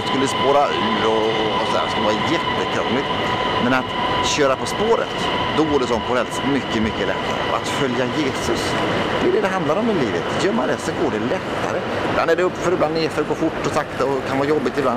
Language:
Swedish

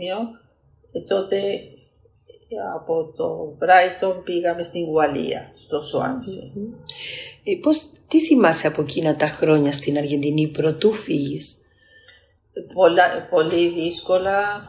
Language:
Greek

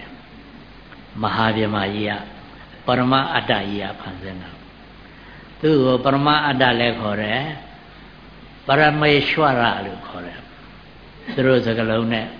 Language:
Burmese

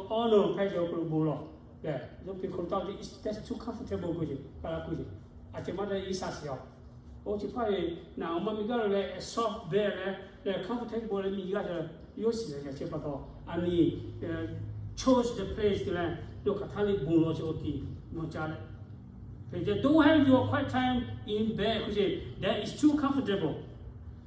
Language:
Lahu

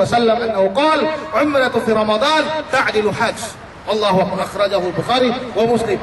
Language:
Yakan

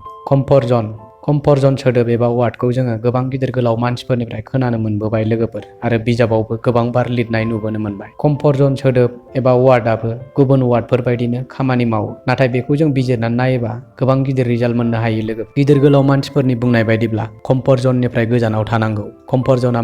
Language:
Bodo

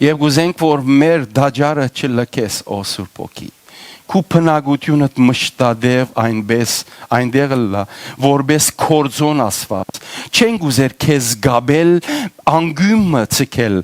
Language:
Western Armenian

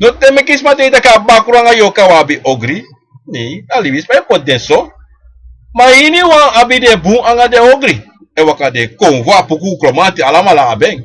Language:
Sranan Tongo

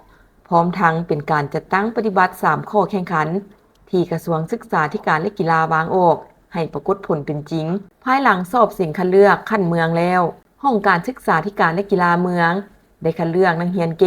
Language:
Lao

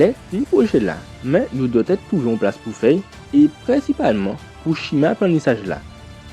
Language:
Guadeloupean Creole French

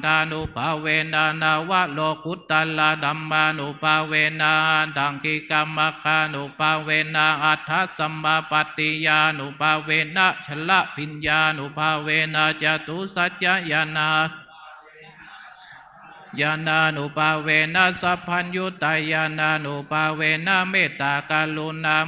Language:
Pali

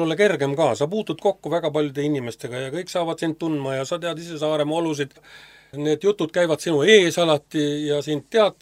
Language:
Estonian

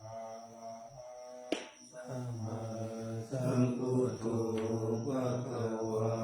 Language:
Pali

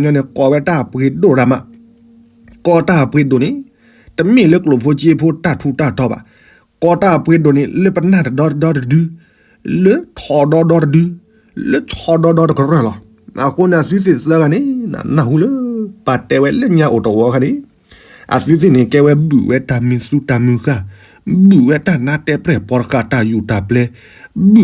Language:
S'gaw Karen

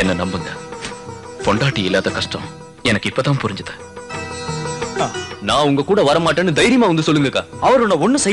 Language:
Tamil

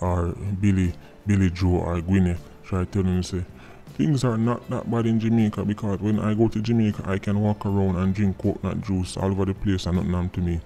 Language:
Jamaican Creole English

